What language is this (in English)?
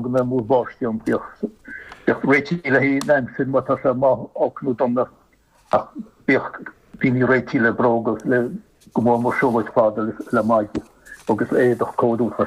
Irish